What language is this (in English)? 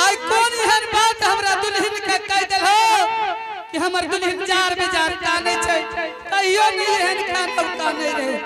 Angika